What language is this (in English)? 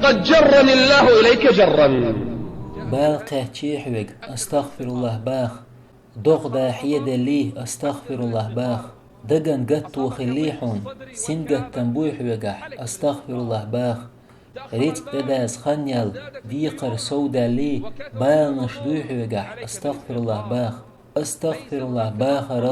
Chechen